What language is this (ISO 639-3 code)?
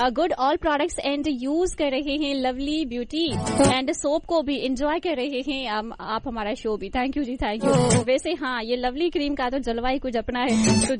hin